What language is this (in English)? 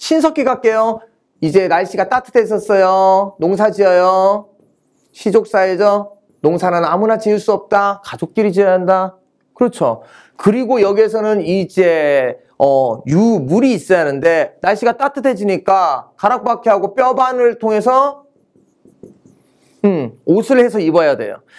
Korean